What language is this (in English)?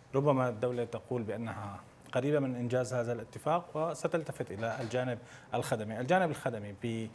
Arabic